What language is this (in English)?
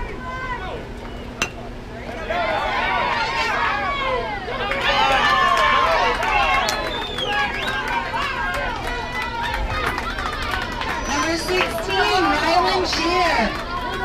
English